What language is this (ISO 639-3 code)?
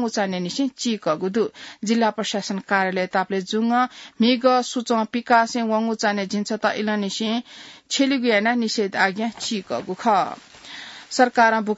new